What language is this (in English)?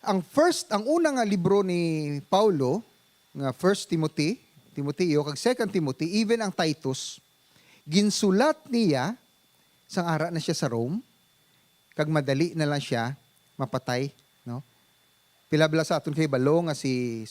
Hiligaynon